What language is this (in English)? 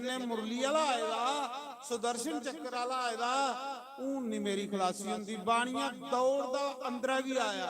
Dogri